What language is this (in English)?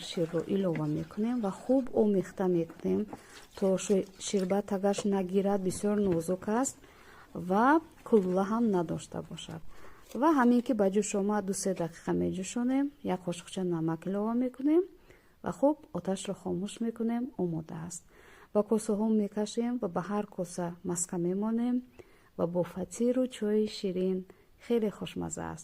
Tajik